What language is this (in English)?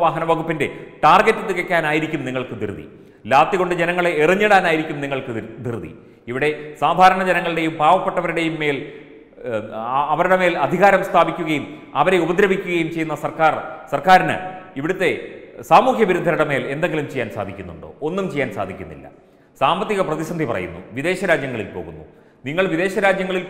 Malayalam